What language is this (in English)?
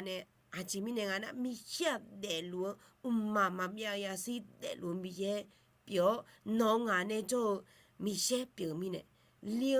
Akha